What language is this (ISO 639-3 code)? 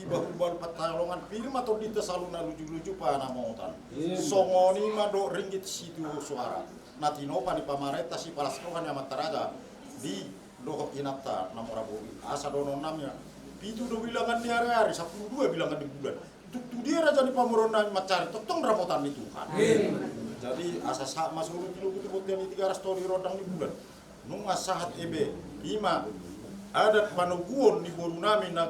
bbc